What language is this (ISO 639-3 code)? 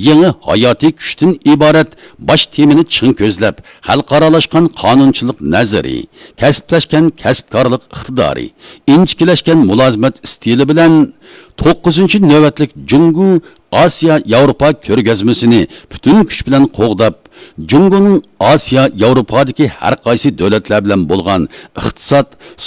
uig